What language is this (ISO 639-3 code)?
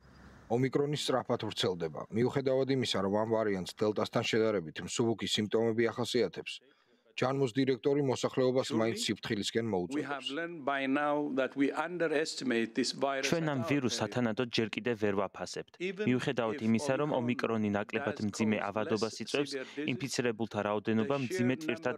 kat